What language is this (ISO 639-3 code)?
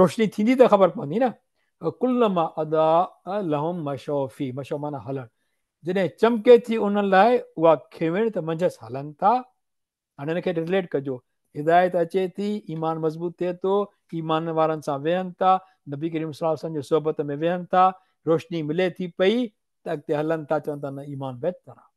snd